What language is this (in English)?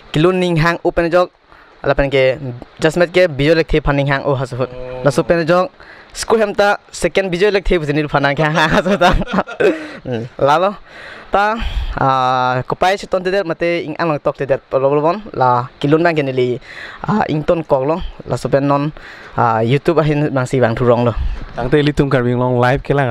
Karbi